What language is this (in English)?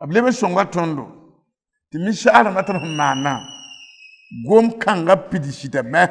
Mossi